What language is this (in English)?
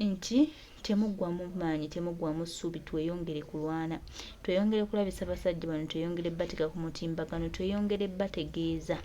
Ganda